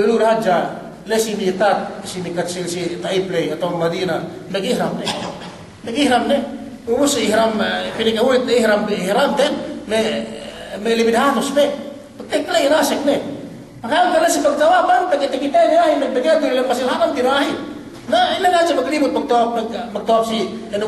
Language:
Yakan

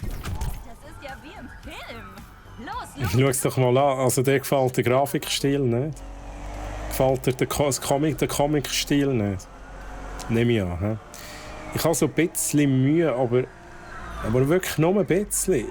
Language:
Swiss German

